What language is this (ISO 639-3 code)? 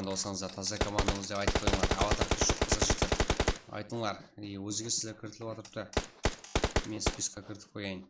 kaa